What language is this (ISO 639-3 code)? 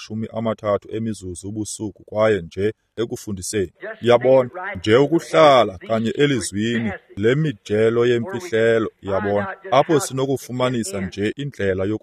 xho